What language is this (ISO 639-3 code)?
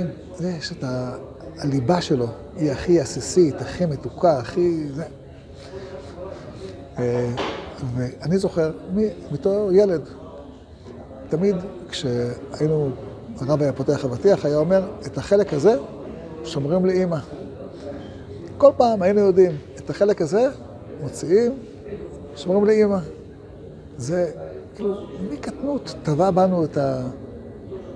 heb